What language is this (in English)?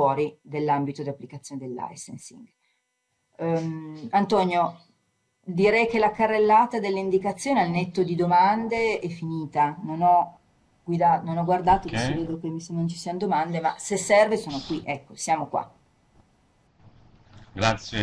Italian